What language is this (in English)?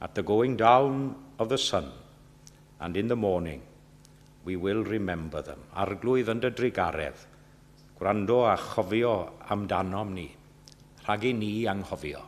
Welsh